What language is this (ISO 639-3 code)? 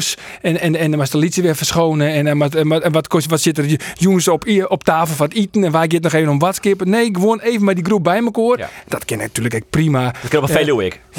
fry